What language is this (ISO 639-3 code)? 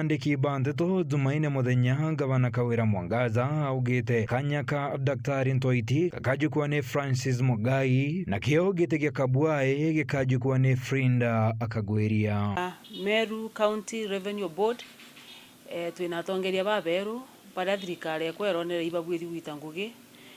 mer